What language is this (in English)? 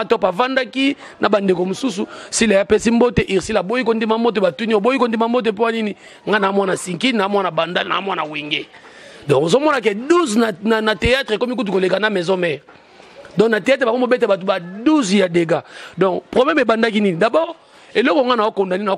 Lingala